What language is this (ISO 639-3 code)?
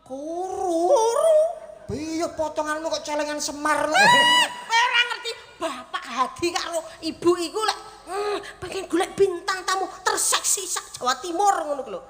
jav